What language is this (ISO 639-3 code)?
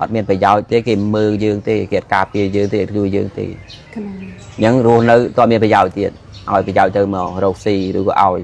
khm